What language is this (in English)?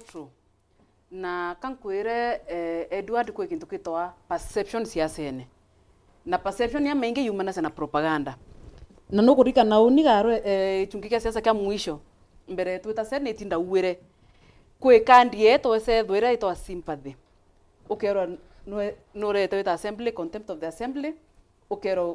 Meru